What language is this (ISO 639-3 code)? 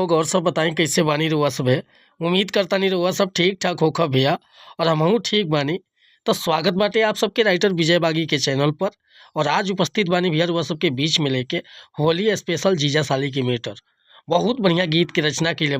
bho